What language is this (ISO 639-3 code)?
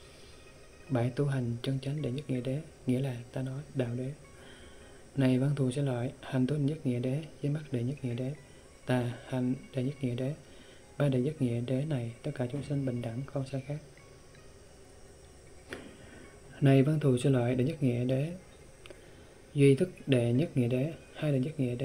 vie